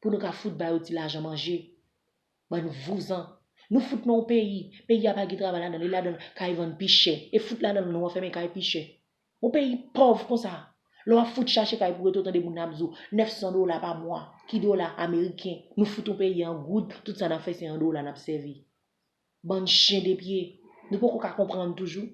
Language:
Haitian Creole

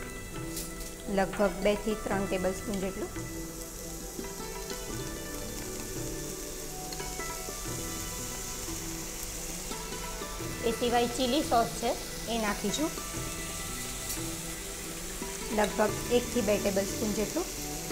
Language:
Gujarati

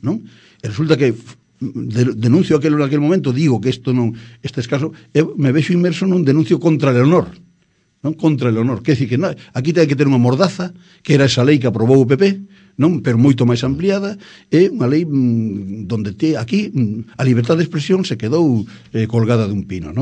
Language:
Galician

